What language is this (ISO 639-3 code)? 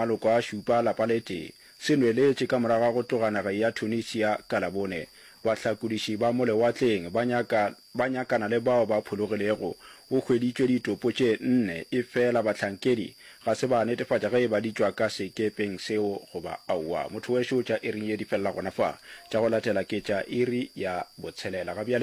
nso